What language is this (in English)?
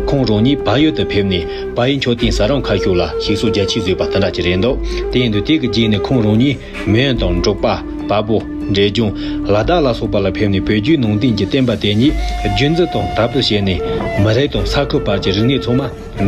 Tibetan